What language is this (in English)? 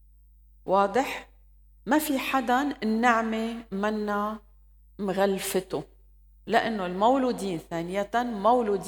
North Levantine Arabic